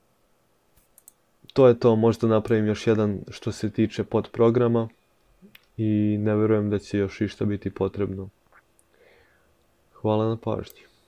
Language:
Croatian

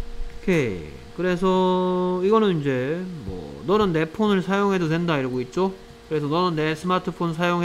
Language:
Korean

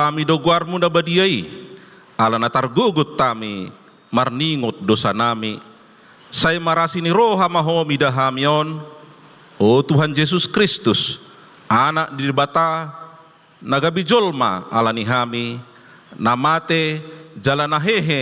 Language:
Batak Toba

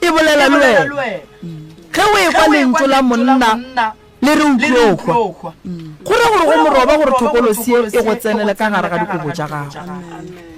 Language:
Northern Sotho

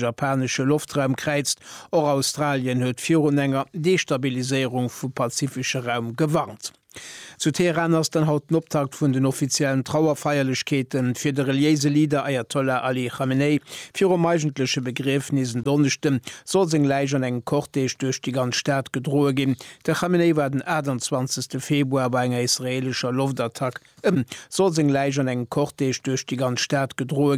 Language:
Luxembourgish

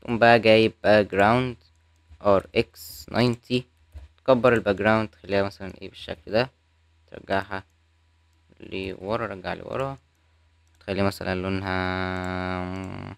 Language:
Egyptian Arabic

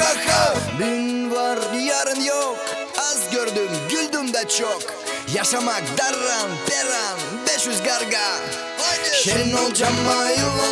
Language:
Gagauz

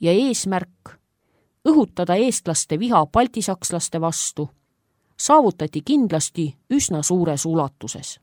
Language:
Estonian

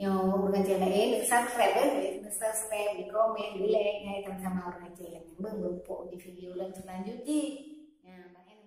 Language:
Achinese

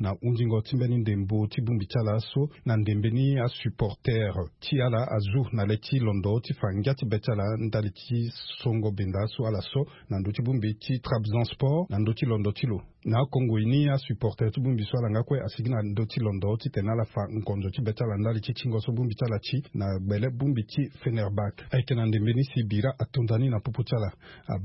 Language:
Sango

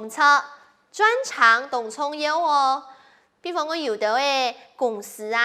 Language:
Hakka Chinese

